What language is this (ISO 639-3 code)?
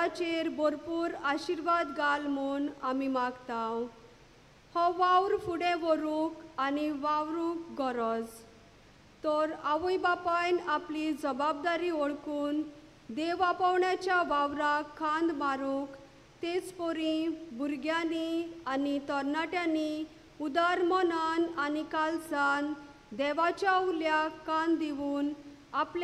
kok